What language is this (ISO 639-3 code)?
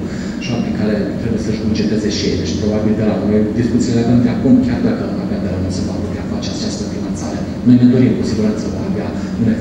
ron